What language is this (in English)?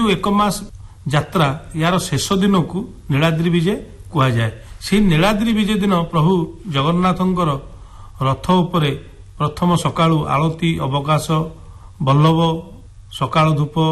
Odia